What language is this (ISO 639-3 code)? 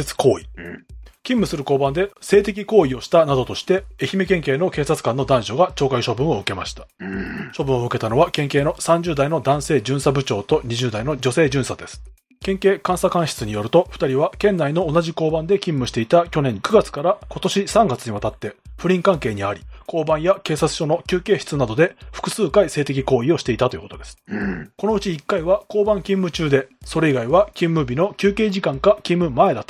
jpn